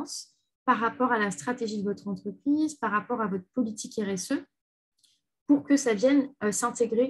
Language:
French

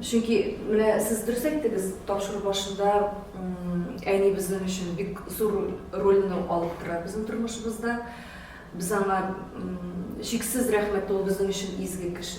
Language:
Tatar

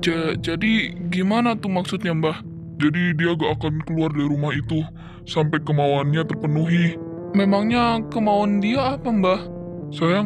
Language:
Indonesian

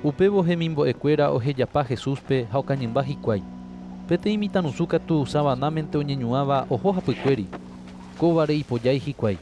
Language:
Guarani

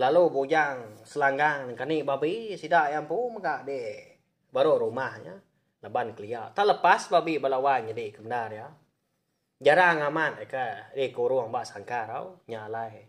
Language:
Iban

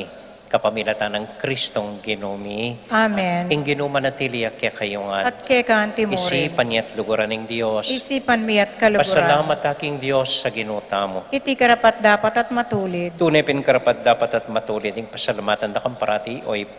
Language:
Pampanga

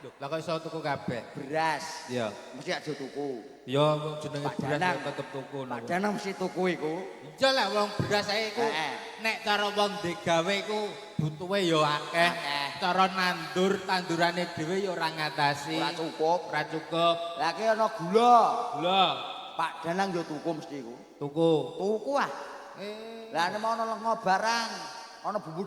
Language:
Javanese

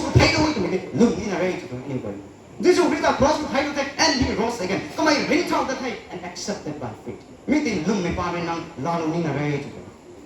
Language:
Rongmei Naga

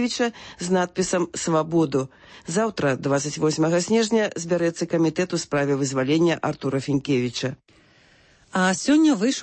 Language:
Belarusian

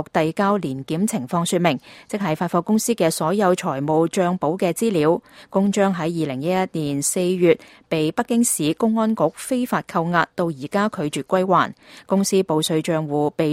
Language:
Cantonese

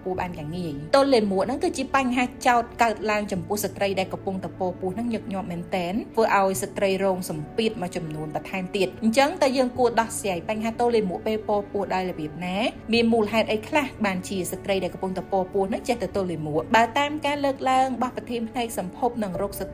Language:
Khmer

